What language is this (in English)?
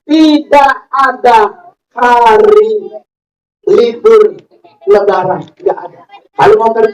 Betawi